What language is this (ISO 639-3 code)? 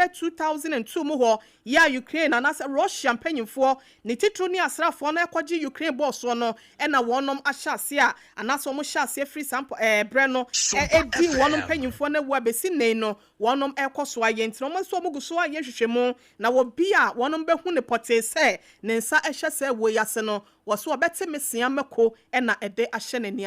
aka